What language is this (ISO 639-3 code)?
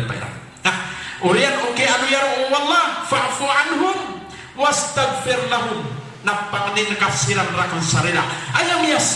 mrw